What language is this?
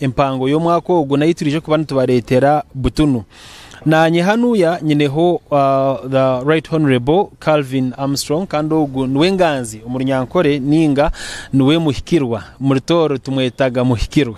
Nyankole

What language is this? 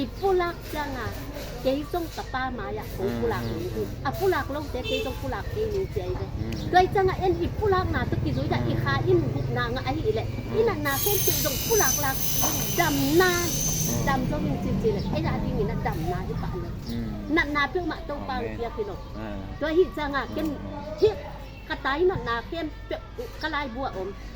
Tedim Chin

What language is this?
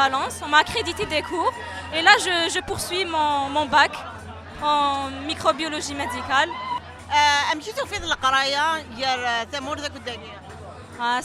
Kabyle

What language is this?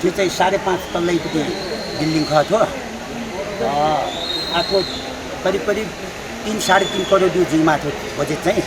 Newari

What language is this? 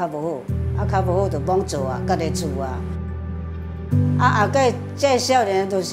Min Nan Chinese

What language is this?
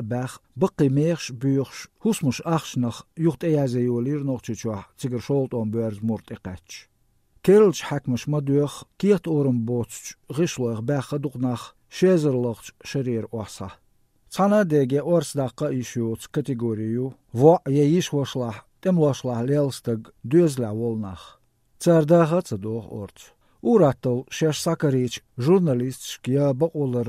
Chechen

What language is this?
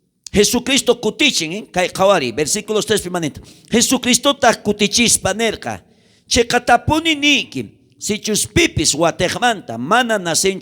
South Bolivian Quechua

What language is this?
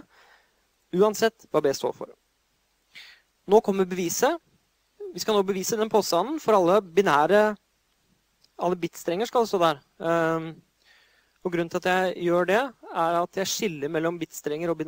Norwegian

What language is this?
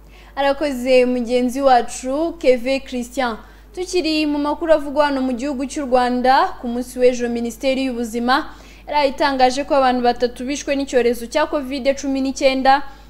Kinyarwanda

